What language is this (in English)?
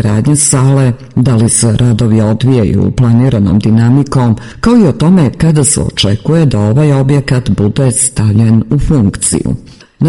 Serbian